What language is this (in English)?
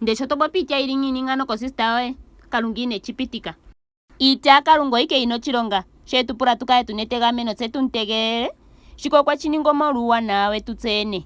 Ndonga